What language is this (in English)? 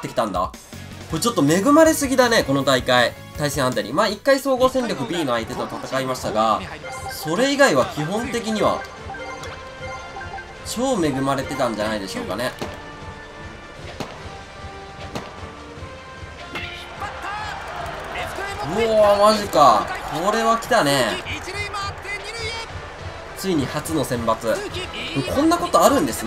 Japanese